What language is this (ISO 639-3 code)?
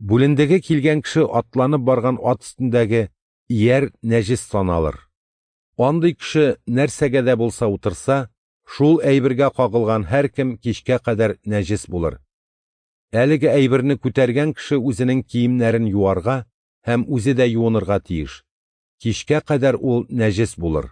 tat